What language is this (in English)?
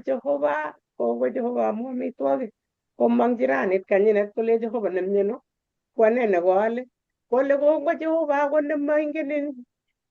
Kalenjin